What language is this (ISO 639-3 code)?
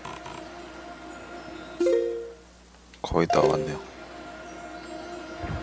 kor